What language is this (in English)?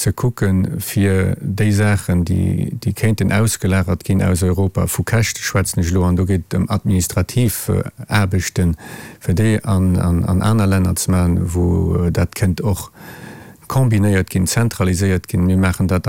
Luxembourgish